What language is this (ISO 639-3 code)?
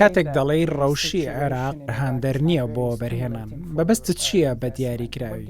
ckb